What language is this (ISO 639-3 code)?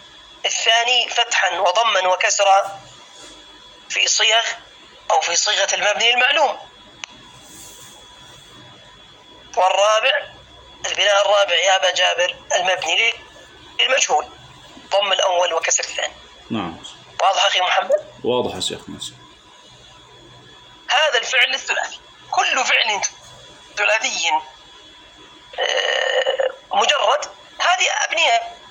ara